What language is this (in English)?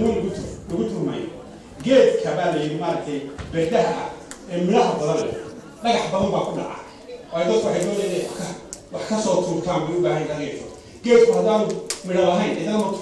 Somali